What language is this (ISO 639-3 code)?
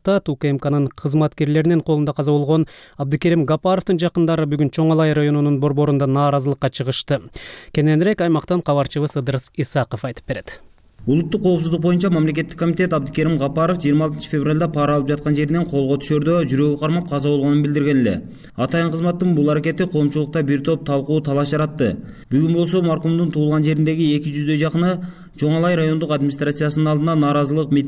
kir